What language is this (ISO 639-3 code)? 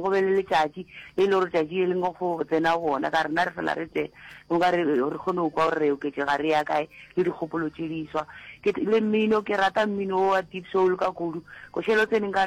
nso